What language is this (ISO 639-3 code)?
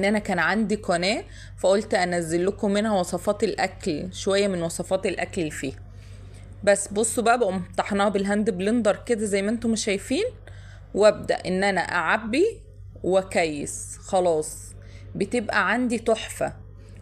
arz